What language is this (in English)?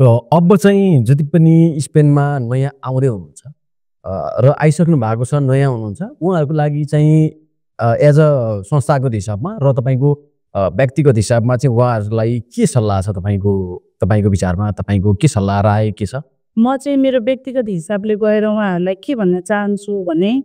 Nepali